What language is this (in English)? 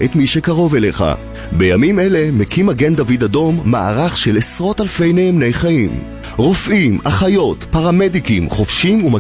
Hebrew